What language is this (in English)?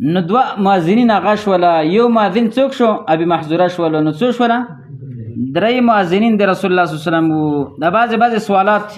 Pashto